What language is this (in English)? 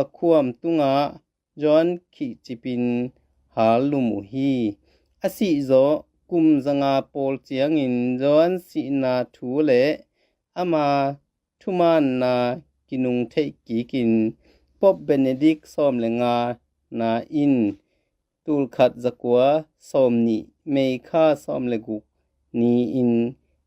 Tedim Chin